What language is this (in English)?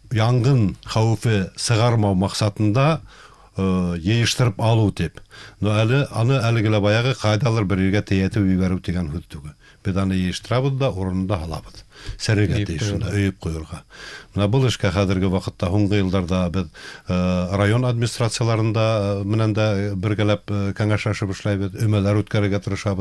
Bashkir